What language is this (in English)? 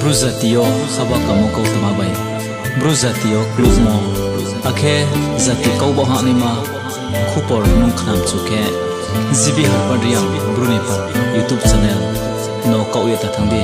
Riang (India)